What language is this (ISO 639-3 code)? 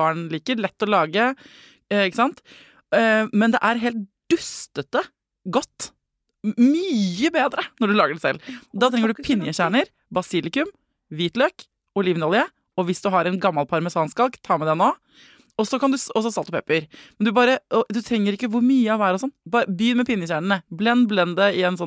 nor